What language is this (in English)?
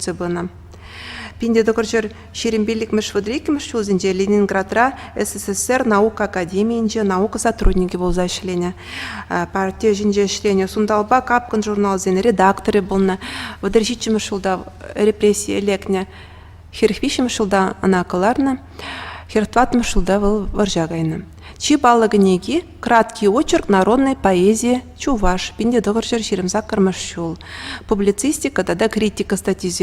Chuvash